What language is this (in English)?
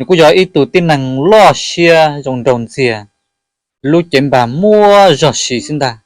Hmong